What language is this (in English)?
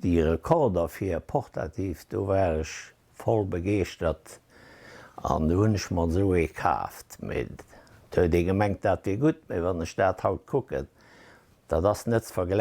Luxembourgish